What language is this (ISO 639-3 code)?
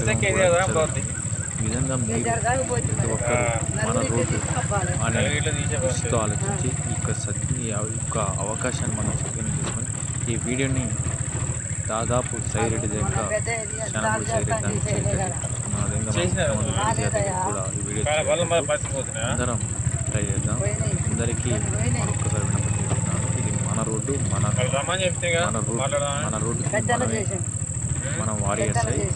tel